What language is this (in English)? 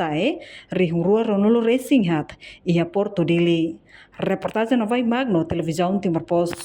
Tetum